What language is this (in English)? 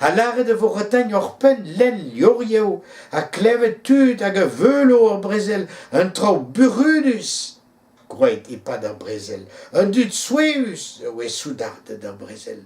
Breton